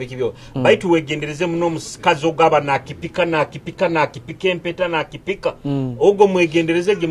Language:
Nyoro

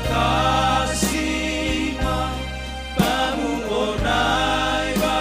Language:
Batak Simalungun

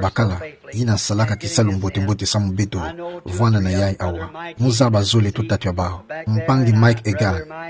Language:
Kituba (Democratic Republic of Congo)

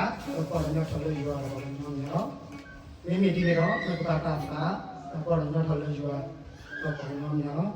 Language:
S'gaw Karen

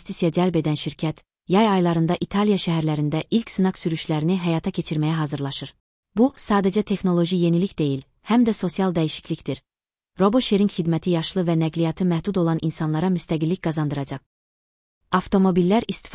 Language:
Azerbaijani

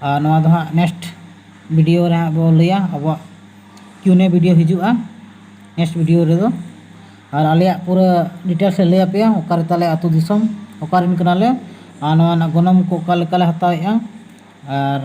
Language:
Santali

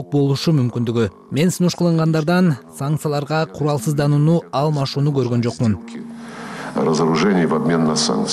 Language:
Kyrgyz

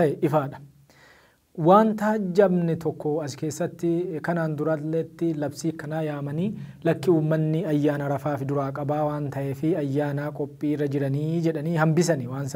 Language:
Oromo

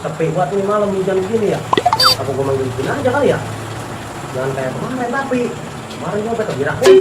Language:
Betawi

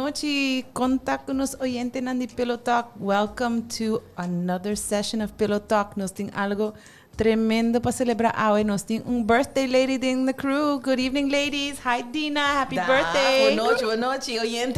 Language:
Papiamento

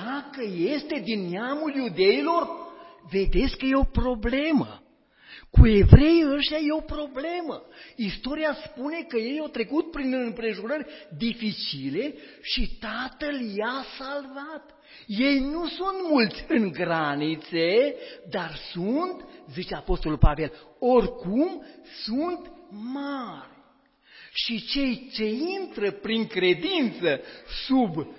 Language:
Romanian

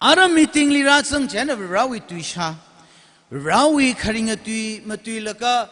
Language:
Tangkhul Naga (India)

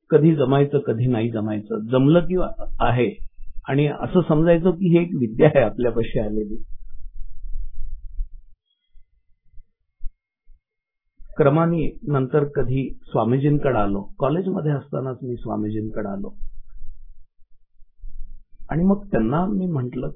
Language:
Marathi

